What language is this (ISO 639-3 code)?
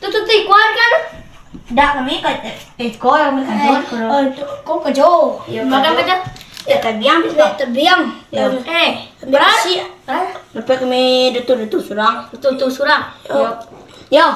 min